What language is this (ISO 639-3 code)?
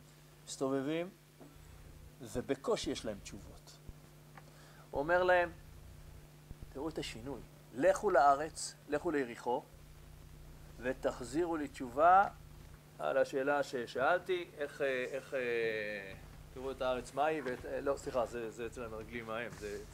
heb